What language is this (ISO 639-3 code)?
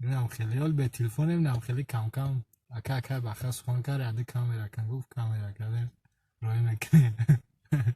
tgk